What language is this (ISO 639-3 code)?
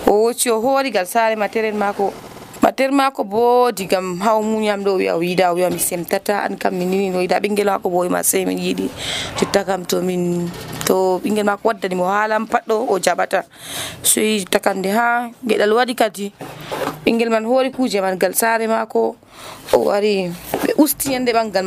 fuv